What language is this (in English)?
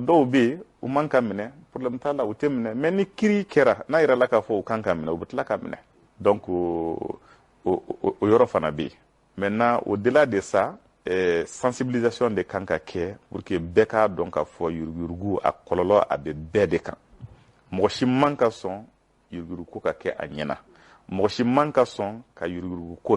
Bambara